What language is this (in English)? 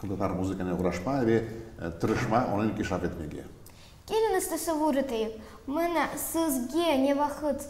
Crimean Tatar